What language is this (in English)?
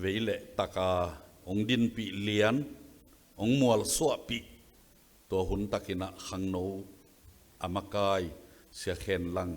Tedim Chin